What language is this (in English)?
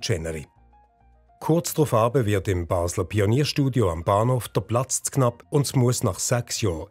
Swiss German